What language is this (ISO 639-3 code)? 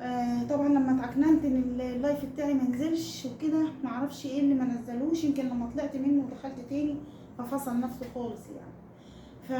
arz